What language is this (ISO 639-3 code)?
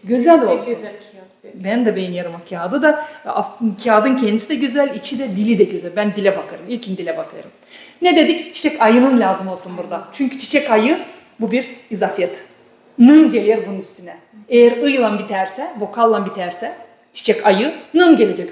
gag